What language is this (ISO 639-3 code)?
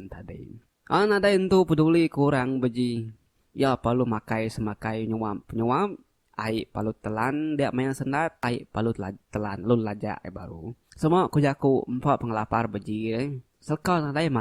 iba